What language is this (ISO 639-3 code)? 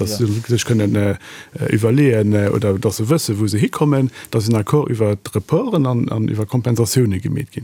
ltz